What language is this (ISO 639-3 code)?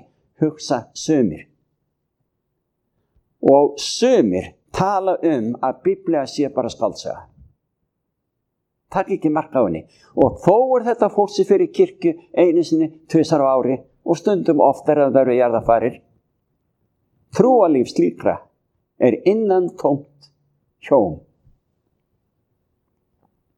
isl